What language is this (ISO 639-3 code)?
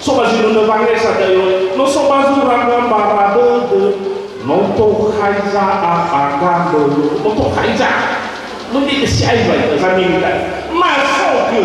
nia